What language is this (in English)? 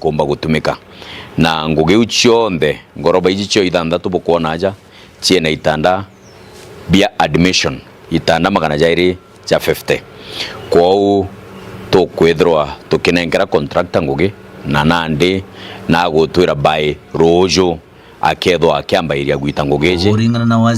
Meru